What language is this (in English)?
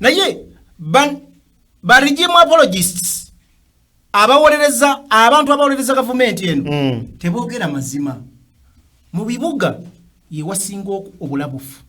Ganda